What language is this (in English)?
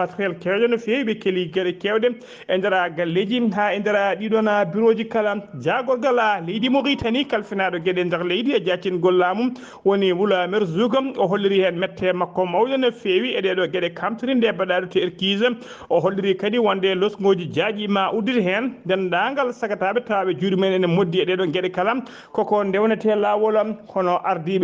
Fula